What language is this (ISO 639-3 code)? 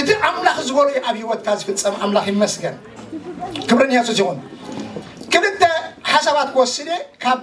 tir